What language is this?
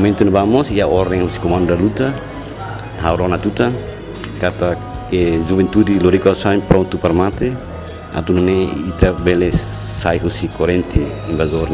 Tetum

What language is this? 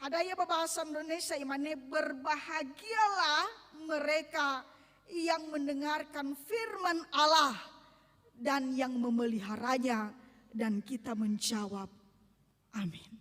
Nias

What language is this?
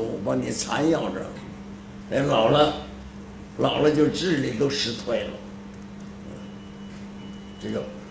Chinese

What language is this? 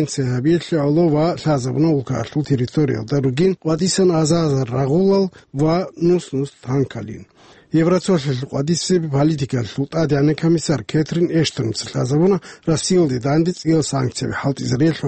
Avaric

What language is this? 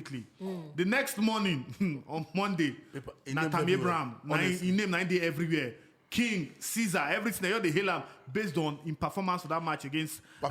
Nigerian Pidgin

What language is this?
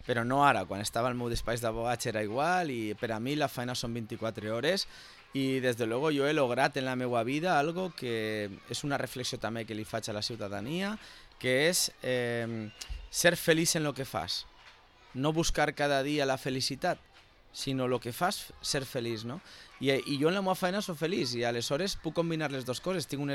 Catalan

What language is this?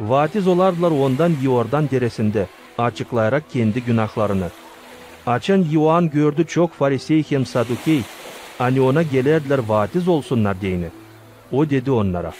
Gagauz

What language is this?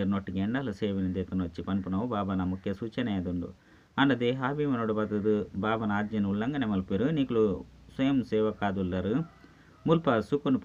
Tulu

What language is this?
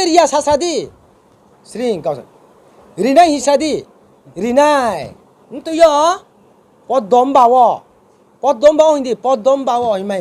Riang (India)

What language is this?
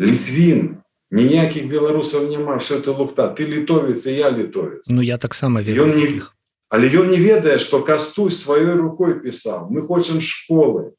Belarusian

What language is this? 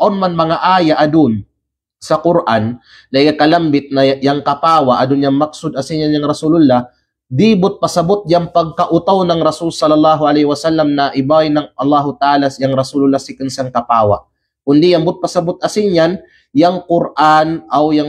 Kalagan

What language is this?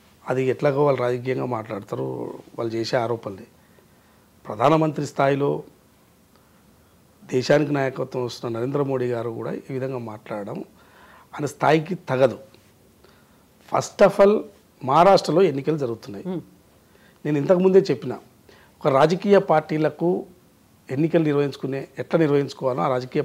Telugu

